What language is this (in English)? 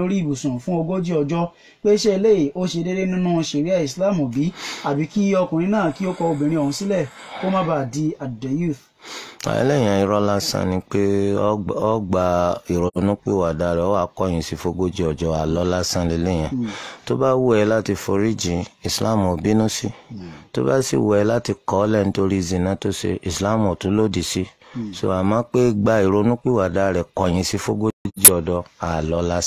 Yoruba